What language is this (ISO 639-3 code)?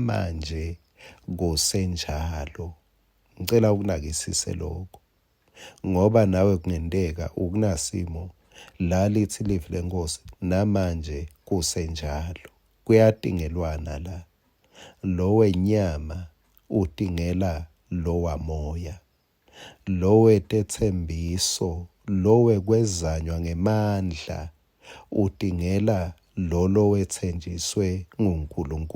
ssw